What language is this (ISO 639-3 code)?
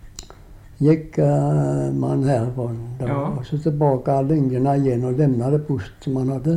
swe